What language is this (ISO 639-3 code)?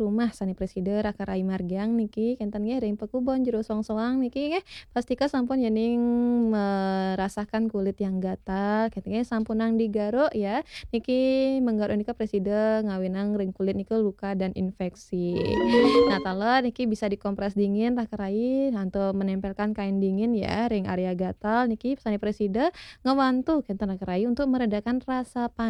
ban